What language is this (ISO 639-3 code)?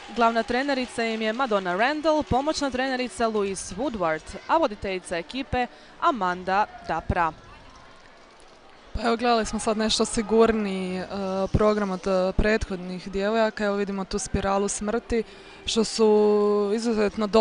hrv